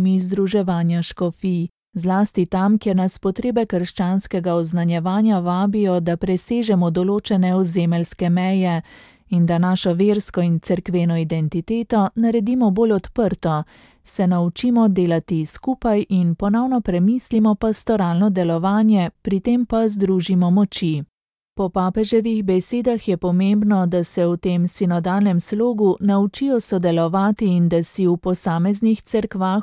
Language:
Slovenian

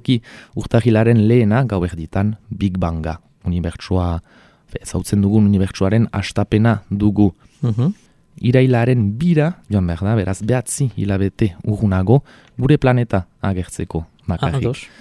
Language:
Basque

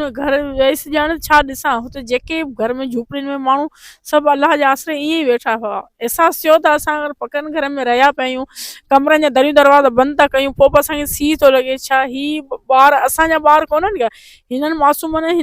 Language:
Sindhi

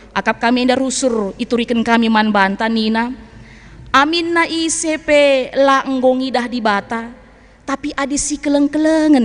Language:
Batak Karo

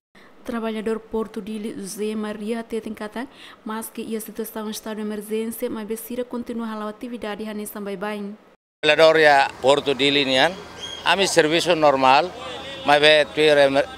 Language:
Tetum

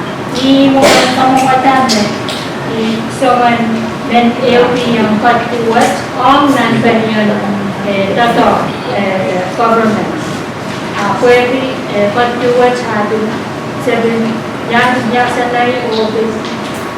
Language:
Pohnpeian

